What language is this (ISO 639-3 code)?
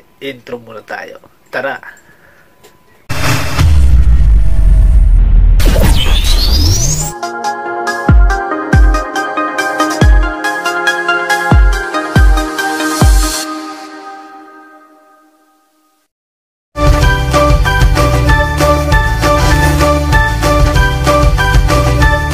fil